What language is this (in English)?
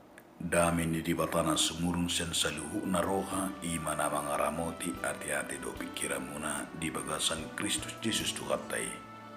Batak Toba